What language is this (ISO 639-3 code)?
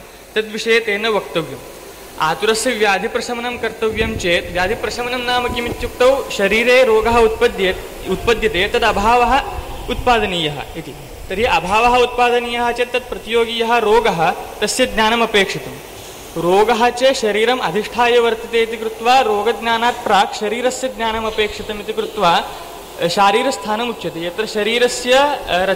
san